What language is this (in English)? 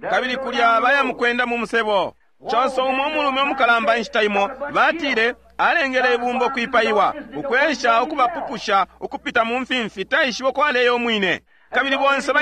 Bemba